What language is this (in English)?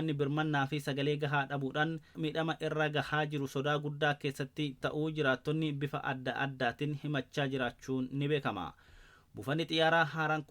Oromo